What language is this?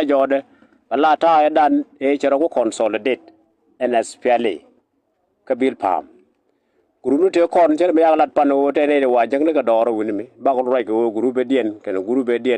Nuer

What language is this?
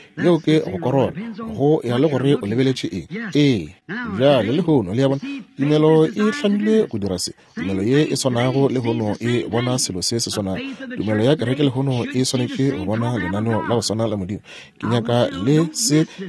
Northern Sotho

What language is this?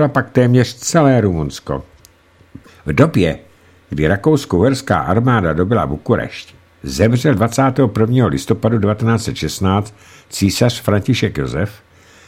Czech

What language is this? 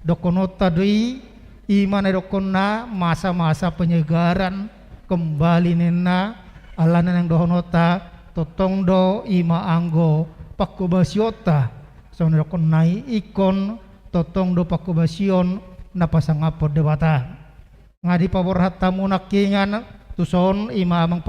Batak Toba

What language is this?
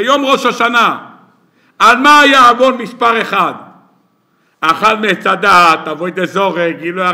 Hebrew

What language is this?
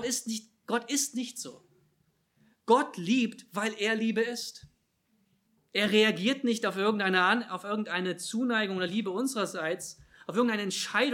German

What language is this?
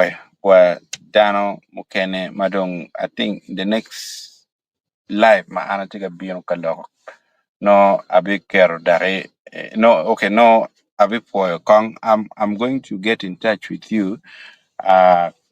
Acoli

